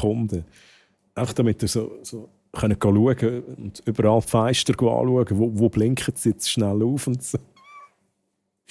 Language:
Swiss German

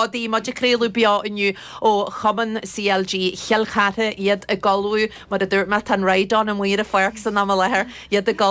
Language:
Irish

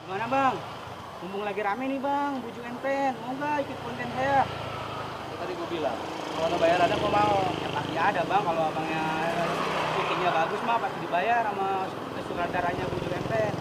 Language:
Betawi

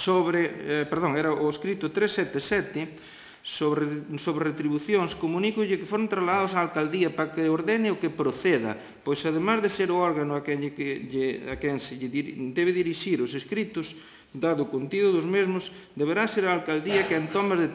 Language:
Galician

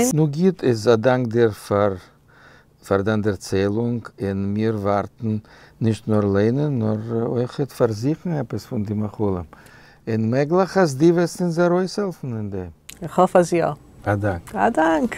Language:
Yiddish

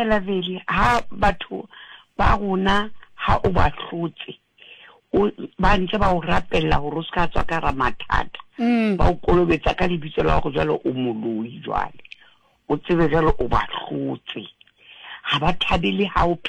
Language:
Southern Sotho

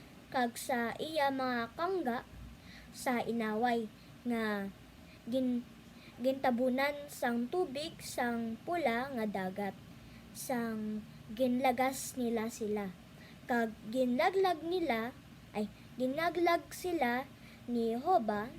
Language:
Hiligaynon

